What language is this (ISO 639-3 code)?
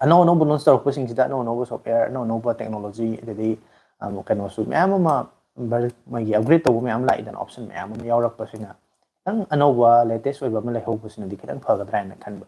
mni